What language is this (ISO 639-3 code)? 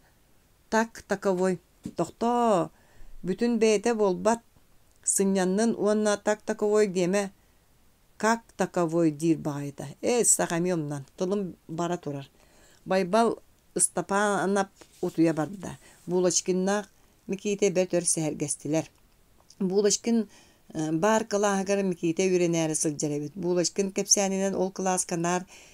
sah